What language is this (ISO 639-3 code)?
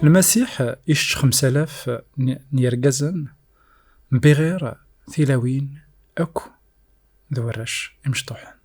kab